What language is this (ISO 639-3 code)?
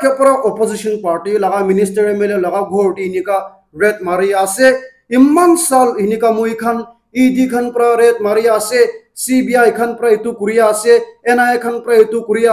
nag